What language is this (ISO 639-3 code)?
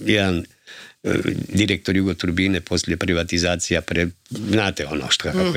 hrv